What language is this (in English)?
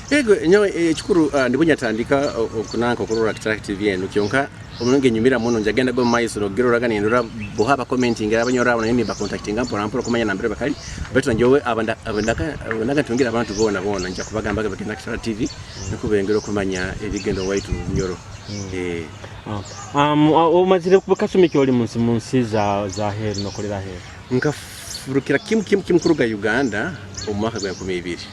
Nyoro